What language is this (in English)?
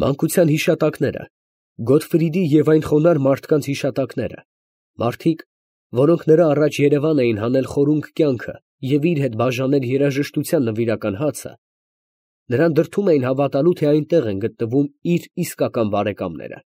Armenian